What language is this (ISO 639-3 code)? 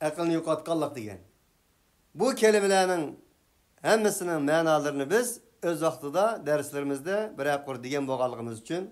uig